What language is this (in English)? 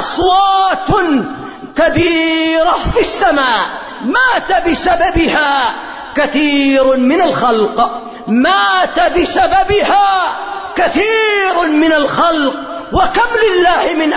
Arabic